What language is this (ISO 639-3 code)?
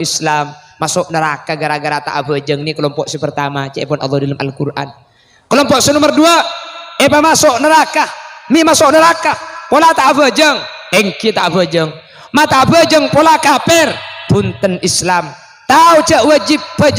mad